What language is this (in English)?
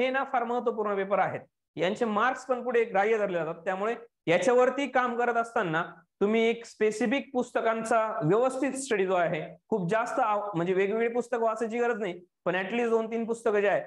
Marathi